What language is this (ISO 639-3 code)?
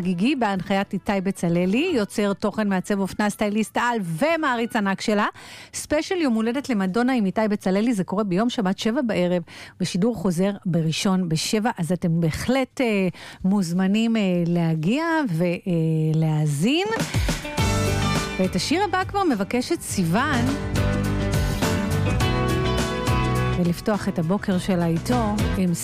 heb